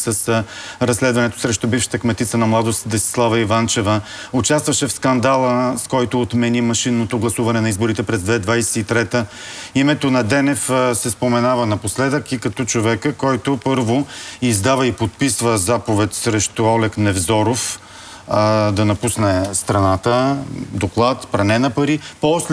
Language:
Bulgarian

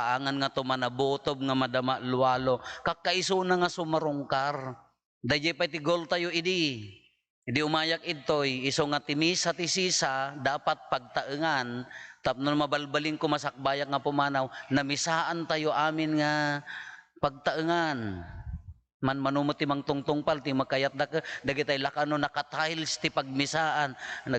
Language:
Iloko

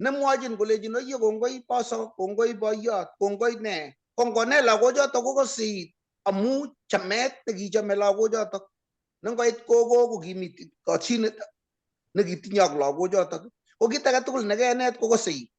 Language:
Kalenjin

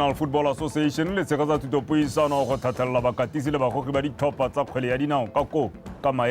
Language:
Tswana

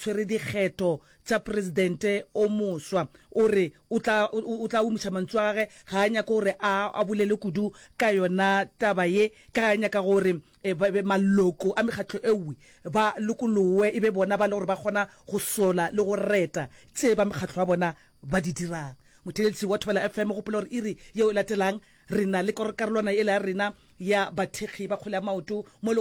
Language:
Northern Sotho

